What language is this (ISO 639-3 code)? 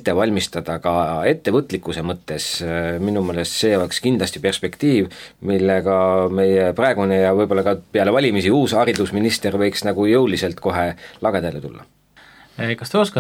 est